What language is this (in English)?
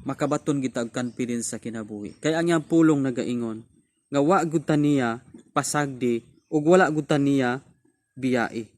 Cebuano